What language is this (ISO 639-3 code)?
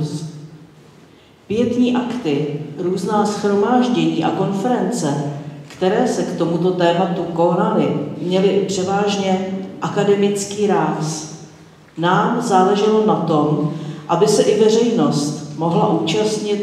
ces